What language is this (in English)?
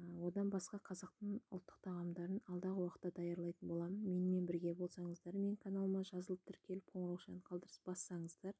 Kazakh